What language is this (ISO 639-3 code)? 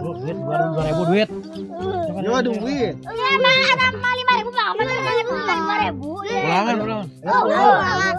sun